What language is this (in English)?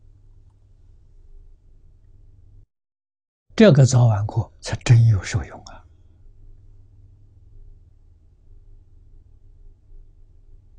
Chinese